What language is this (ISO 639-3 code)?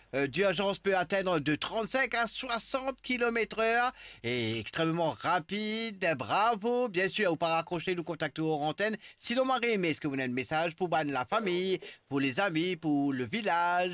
mfe